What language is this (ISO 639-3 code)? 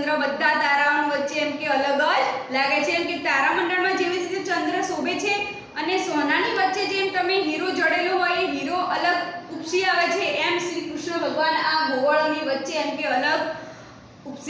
guj